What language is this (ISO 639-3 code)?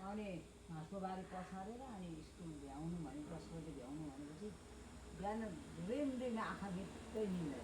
nep